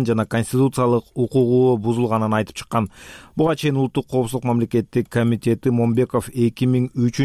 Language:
Kyrgyz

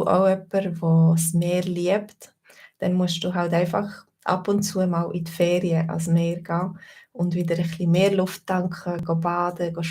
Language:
Swiss German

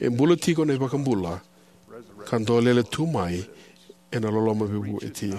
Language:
Fijian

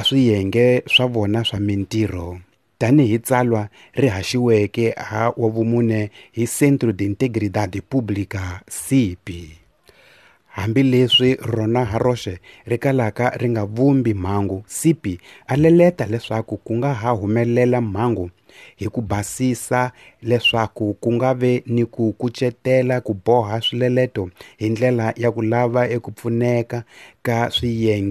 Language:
Tsonga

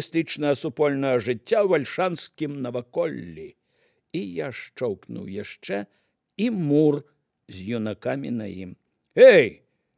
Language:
Belarusian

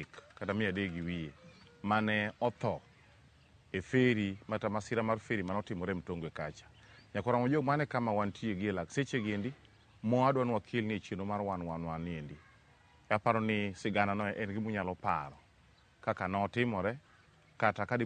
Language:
Luo (Kenya and Tanzania)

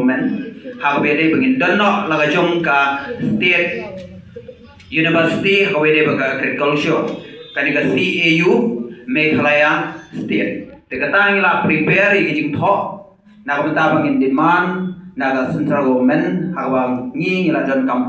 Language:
Khasi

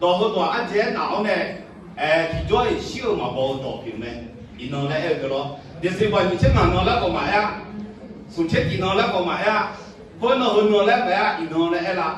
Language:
Akha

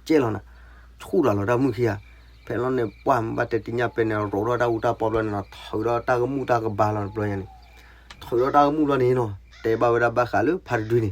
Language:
S'gaw Karen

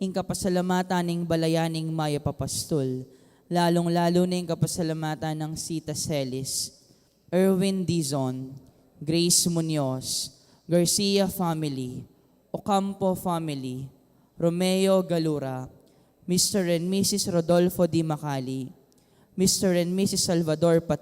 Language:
Pampanga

